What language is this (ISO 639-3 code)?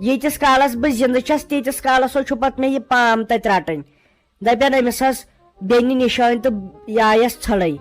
kas